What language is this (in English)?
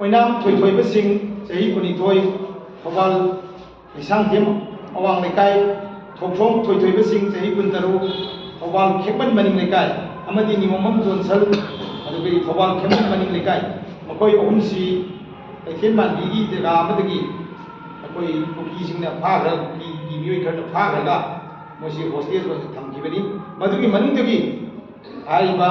Manipuri